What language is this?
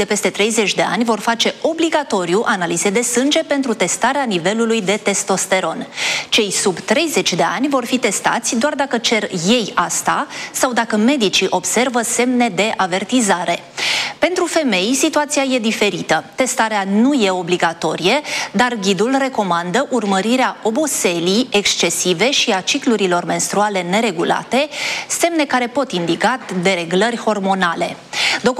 Romanian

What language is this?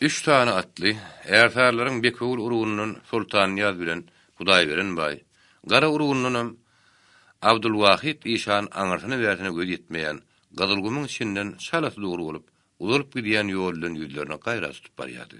Turkmen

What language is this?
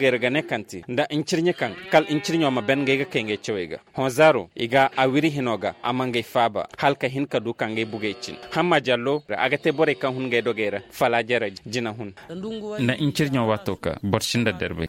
Koyraboro Senni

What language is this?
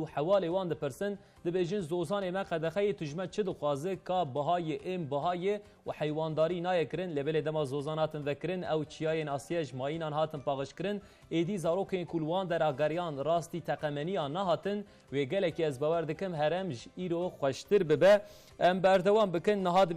Kurdish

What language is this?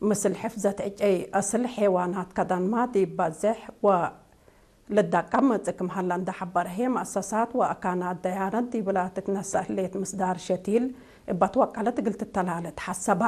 Tigre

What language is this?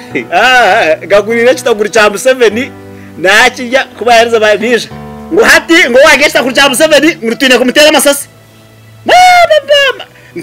Nyankole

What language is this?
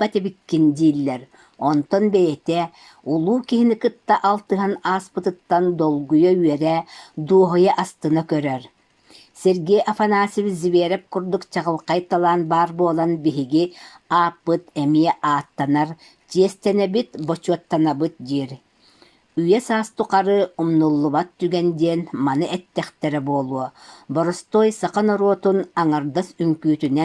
Yakut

